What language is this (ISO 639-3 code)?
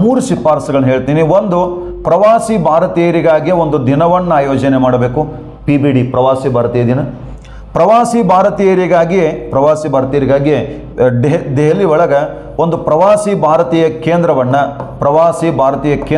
kan